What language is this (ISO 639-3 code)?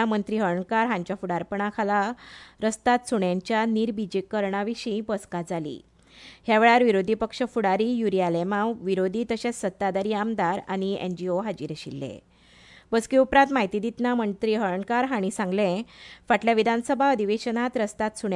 kok